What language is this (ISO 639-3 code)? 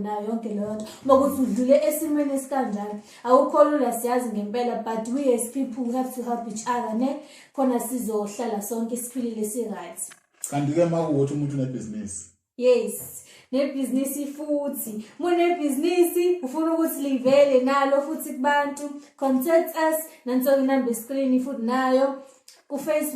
zul